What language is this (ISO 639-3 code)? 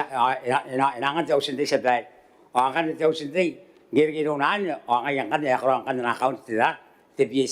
gil